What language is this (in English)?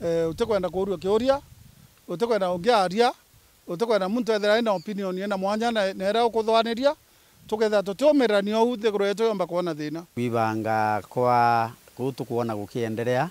Meru